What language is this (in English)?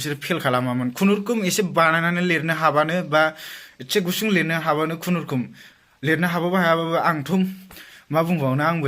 Bodo